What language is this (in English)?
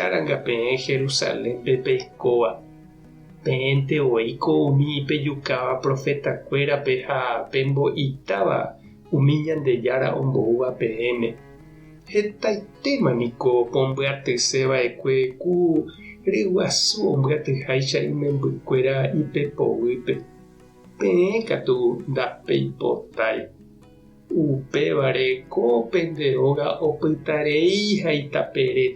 Guarani